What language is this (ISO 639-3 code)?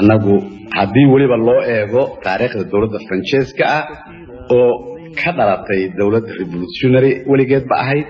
som